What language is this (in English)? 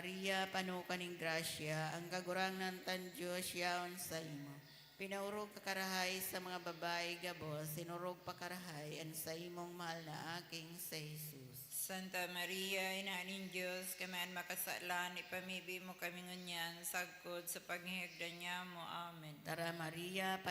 Bikol